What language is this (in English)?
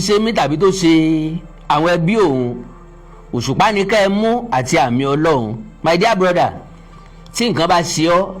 Yoruba